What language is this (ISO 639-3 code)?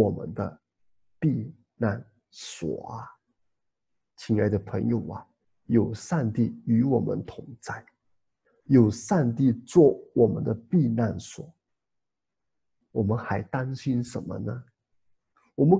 zho